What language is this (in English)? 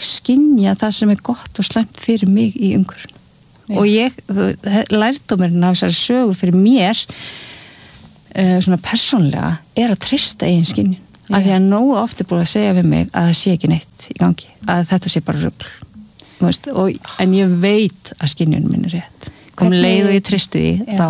Icelandic